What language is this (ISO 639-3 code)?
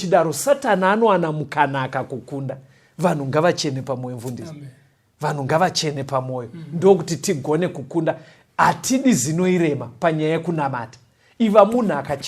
sna